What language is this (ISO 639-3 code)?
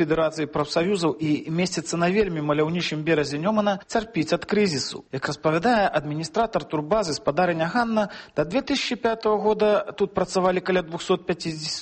bel